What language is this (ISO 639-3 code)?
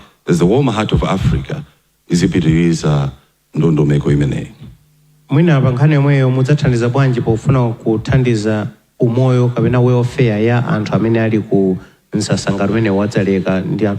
nya